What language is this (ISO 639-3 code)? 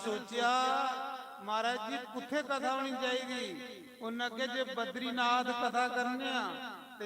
doi